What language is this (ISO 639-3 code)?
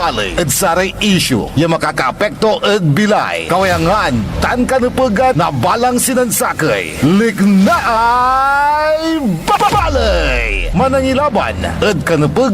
pag